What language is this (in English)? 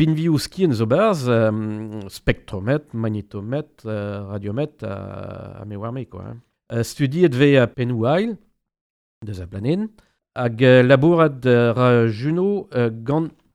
Breton